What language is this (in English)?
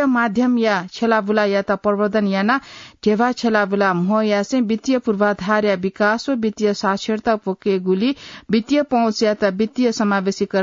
Newari